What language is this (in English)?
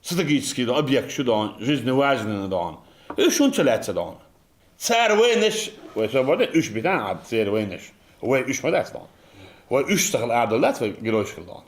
Chechen